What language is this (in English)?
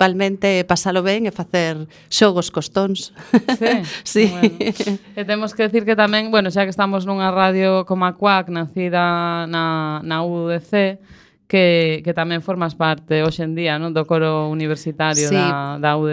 Galician